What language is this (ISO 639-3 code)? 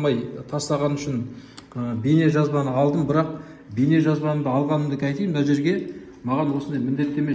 kaz